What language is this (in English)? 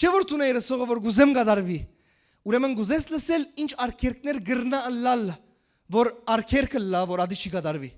Western Armenian